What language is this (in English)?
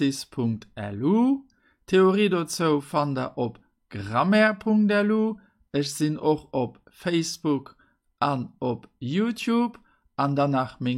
Luxembourgish